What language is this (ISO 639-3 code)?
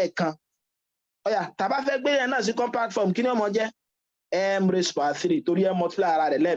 yor